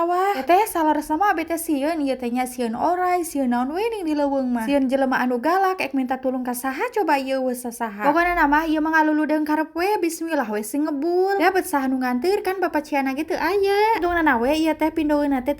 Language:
Sundanese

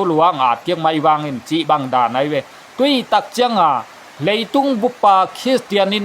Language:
Tedim Chin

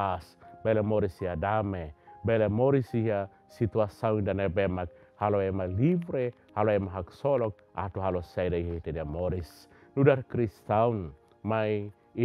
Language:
Tetum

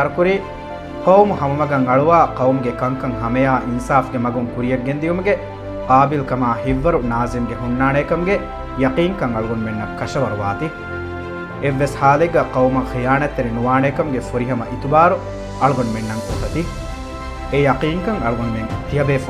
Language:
Divehi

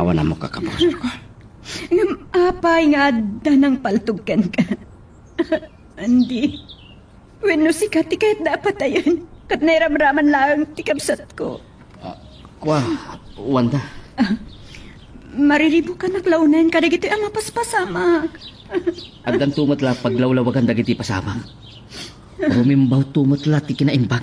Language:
Iloko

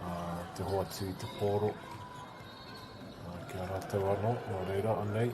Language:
Māori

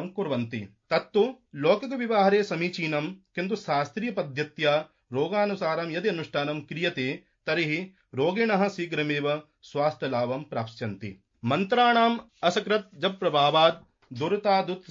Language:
Sanskrit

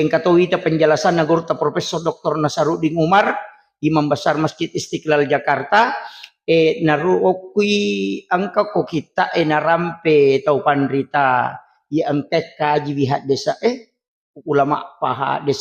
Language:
Buginese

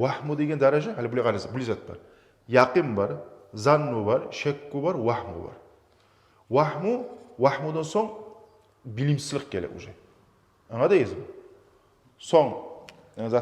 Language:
Kumyk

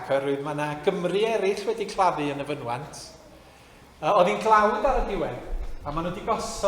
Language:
Welsh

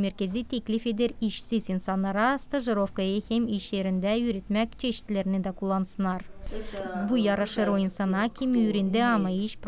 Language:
Gagauz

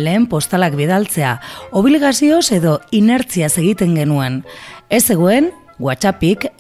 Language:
Basque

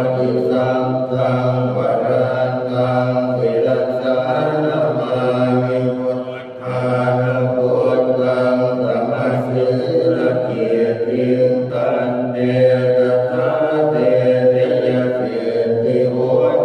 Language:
Pali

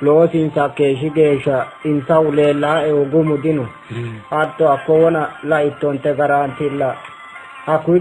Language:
Sidamo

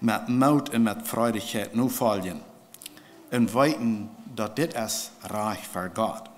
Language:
Plautdietsch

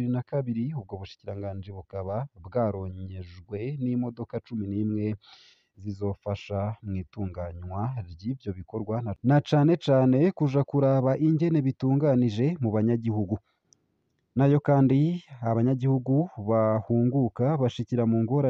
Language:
Rundi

